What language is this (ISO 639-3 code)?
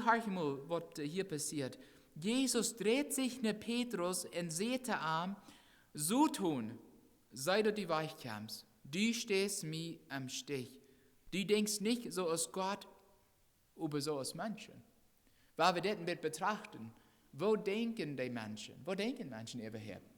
pdt